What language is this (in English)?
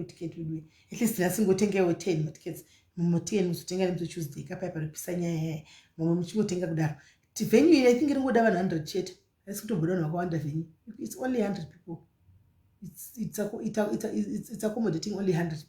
Shona